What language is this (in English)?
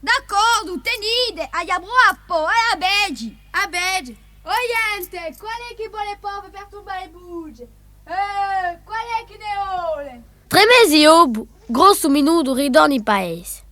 Corsican